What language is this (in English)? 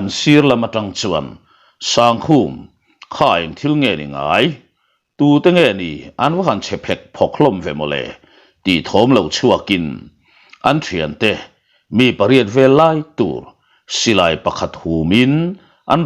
Mizo